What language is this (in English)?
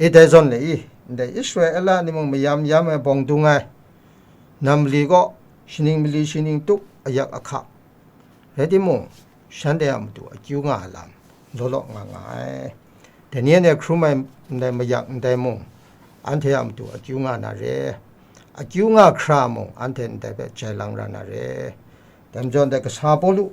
Kachin